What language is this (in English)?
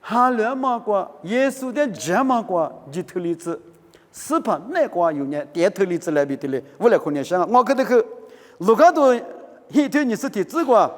Lisu